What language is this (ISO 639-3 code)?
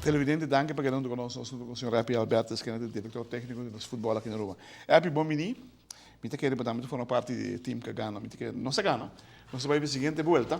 pap